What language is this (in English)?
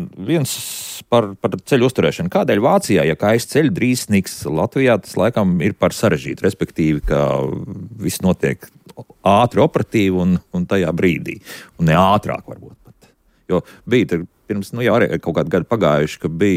Latvian